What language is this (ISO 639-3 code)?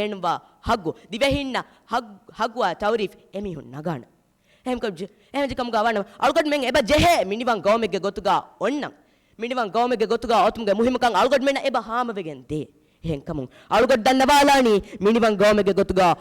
div